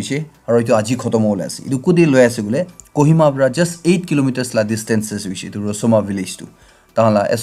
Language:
Naga Pidgin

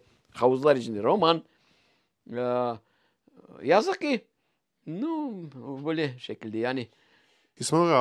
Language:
Crimean Tatar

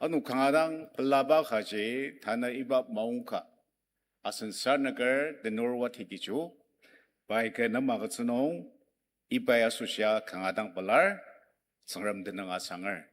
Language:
Ao Naga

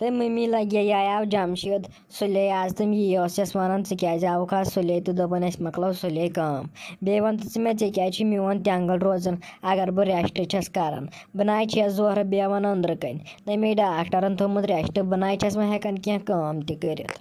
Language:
Kashmiri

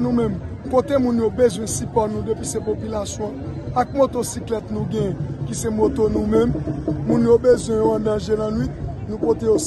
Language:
Haitian Creole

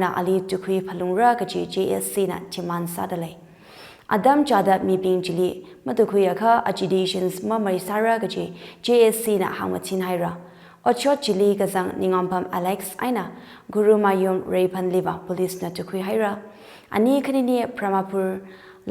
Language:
Tangkhul Naga (India)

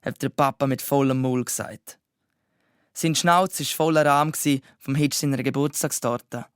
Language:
Swiss German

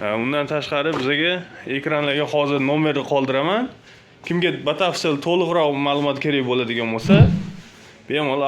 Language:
Uzbek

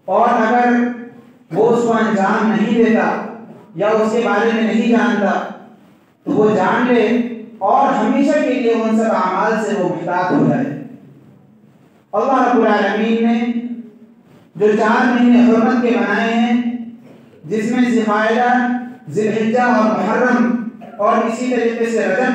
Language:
Urdu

